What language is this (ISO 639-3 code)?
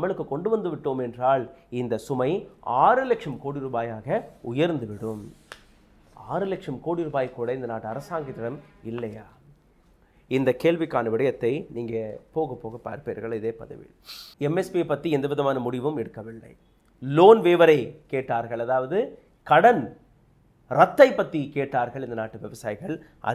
tam